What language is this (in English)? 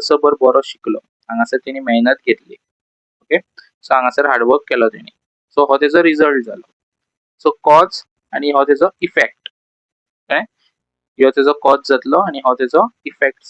Konkani